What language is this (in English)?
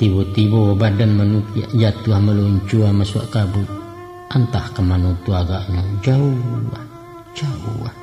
Minangkabau